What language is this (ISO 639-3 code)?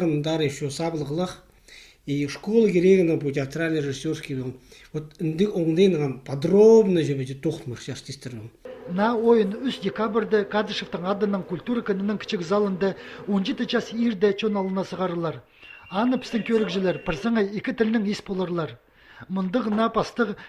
kjh